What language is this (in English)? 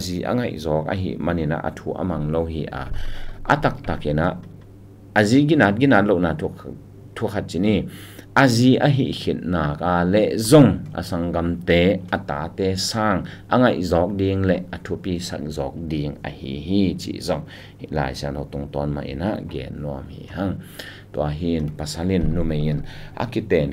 Tedim Chin